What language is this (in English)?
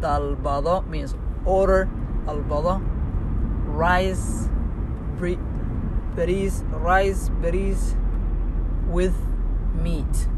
English